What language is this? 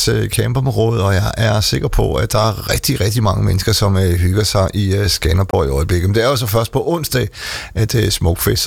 Danish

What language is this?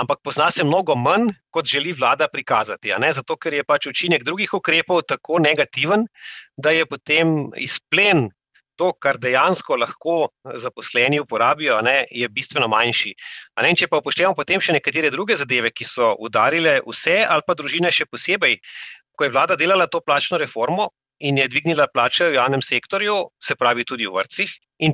Slovenian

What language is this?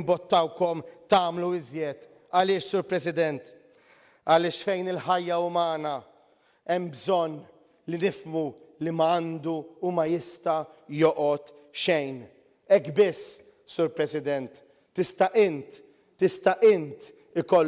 Maltese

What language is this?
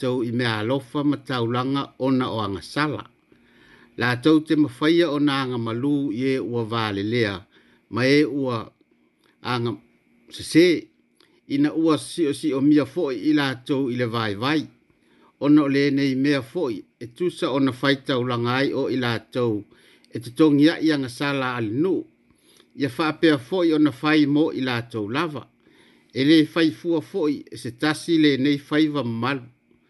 Samoan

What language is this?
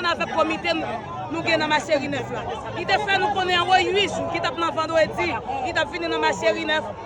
Haitian Creole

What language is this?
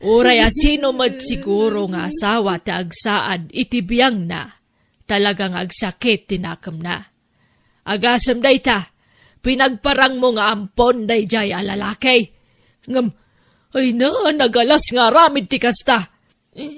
Iloko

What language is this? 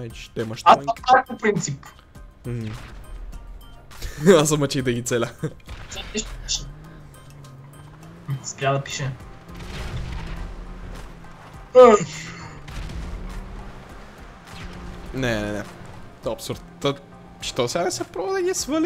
Bulgarian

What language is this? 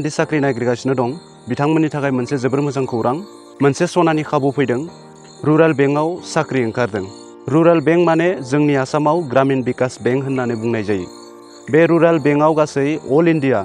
Bodo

